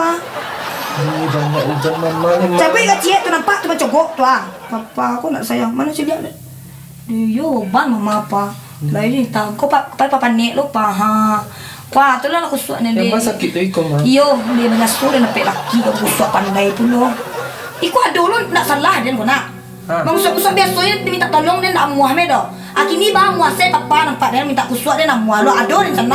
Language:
Minangkabau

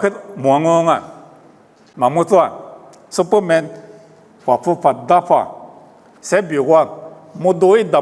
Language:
Lisu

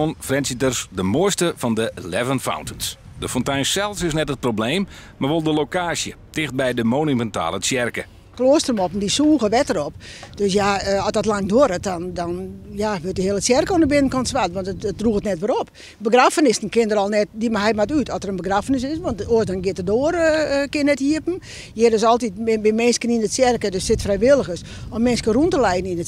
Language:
Western Frisian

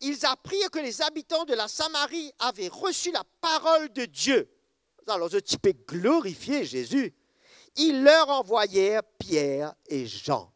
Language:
Morisyen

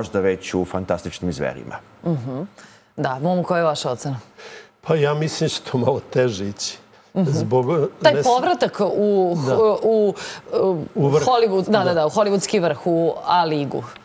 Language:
Serbian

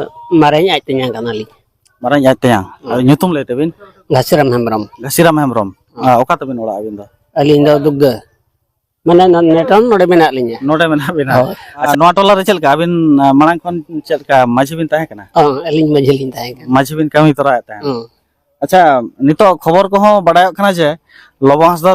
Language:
Santali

